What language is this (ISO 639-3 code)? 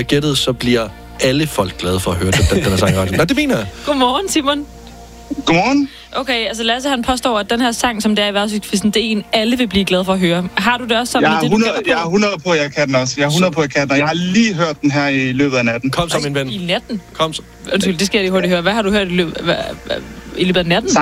dan